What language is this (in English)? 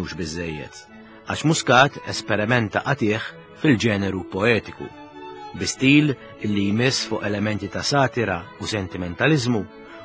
Maltese